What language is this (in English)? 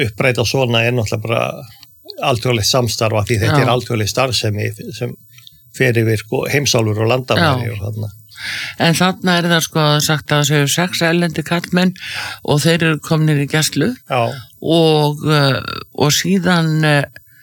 Icelandic